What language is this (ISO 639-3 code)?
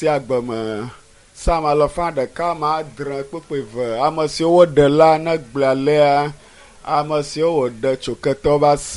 ewe